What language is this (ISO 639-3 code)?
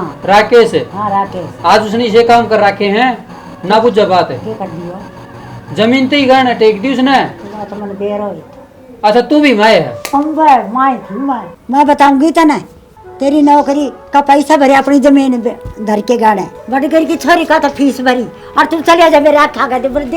bgc